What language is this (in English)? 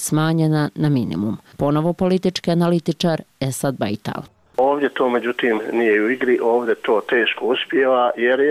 Bosnian